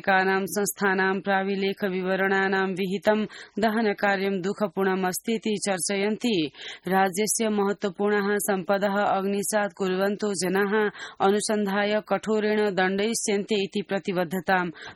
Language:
Sanskrit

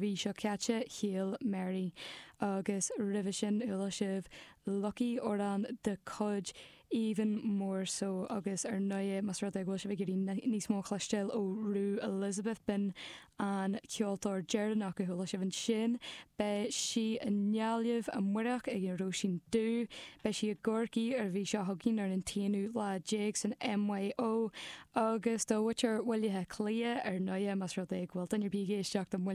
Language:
Irish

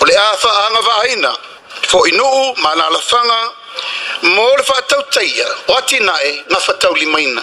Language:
Samoan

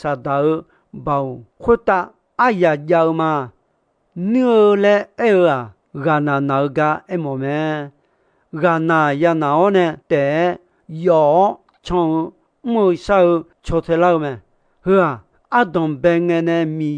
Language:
Akha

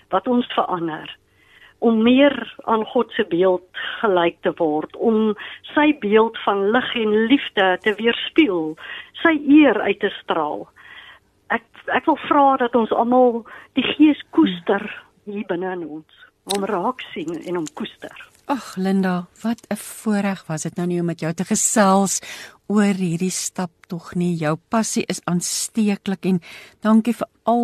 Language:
Afrikaans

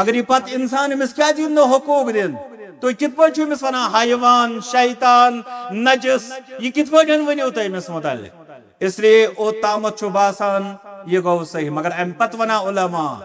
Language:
Kashmiri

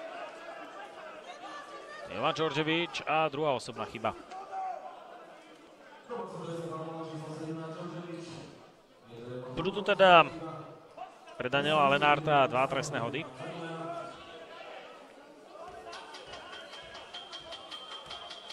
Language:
Slovak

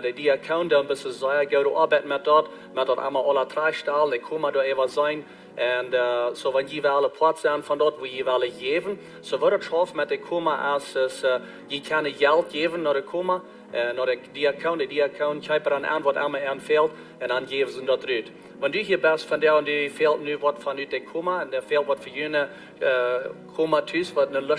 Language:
Plautdietsch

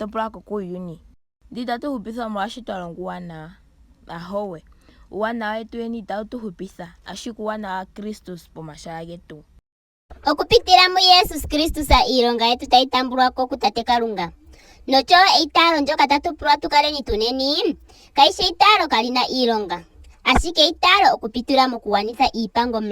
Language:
Ndonga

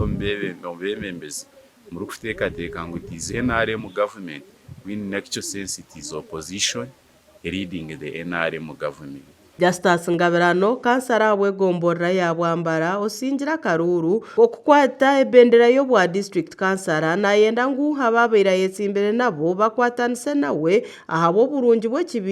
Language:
Nyankole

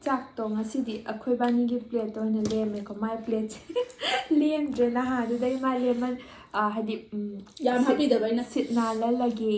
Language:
Manipuri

